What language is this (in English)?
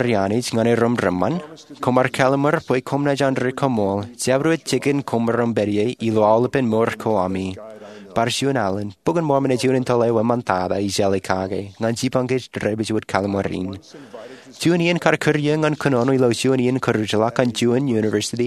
Marshallese